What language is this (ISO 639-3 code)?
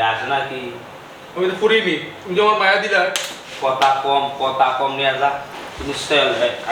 syl